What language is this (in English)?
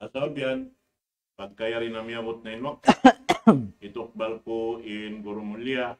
Tausug